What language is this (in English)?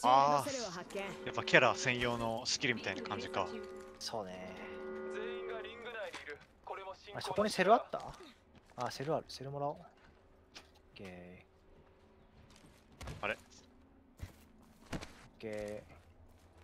Japanese